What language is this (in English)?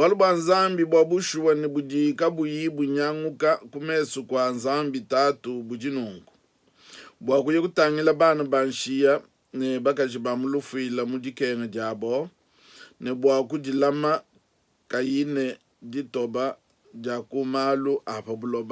Luba-Lulua